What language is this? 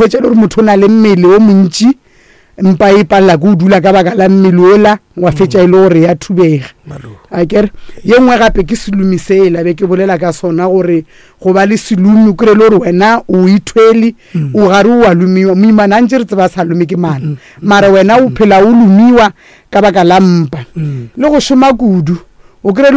Northern Sotho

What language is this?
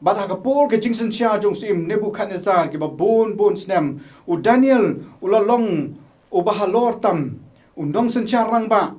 Khasi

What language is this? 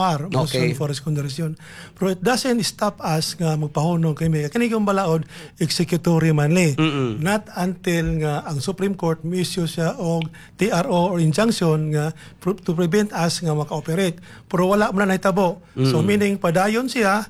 Cebuano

